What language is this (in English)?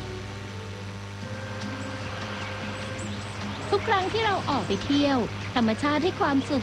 Thai